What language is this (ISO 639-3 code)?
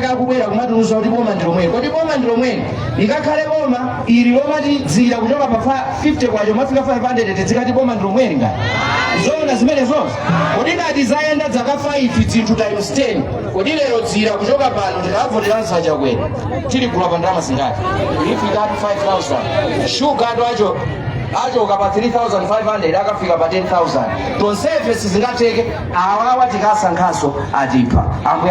nya